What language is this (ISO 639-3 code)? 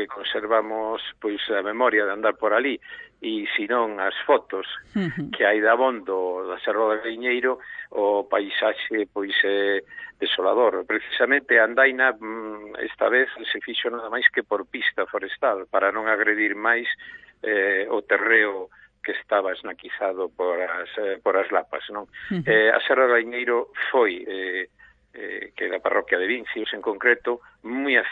glg